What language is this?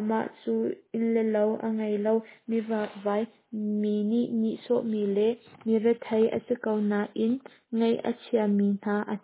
Hakha Chin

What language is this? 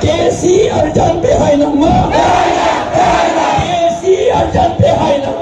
Karbi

